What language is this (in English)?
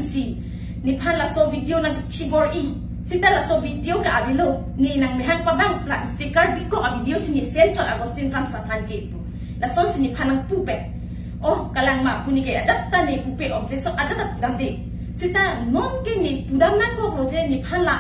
Karbi